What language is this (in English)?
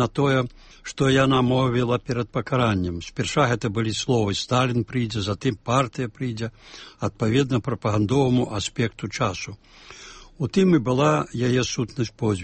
Belarusian